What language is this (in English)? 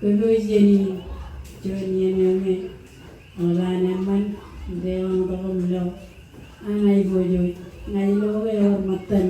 Marshallese